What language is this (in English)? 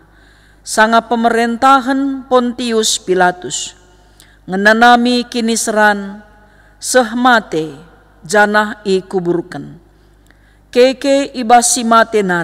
Batak Karo